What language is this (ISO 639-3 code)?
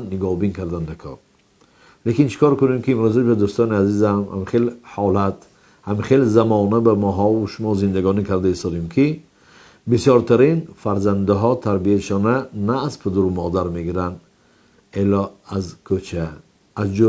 tgk